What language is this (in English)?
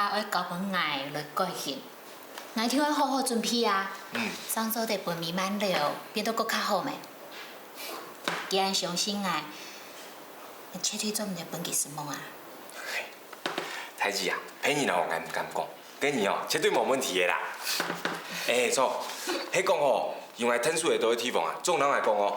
Hakka Chinese